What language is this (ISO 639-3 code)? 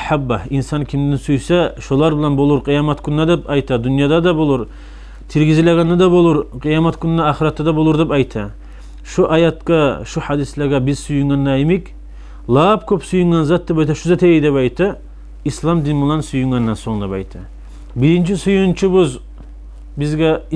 kum